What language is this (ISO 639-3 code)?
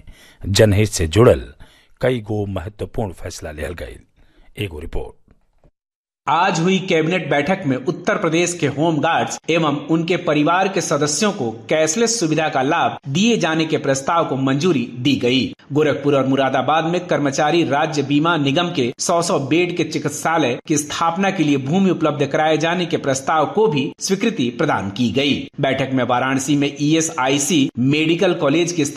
bho